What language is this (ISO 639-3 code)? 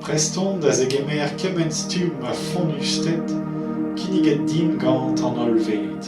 bre